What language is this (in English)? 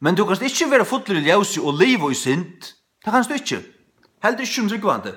Faroese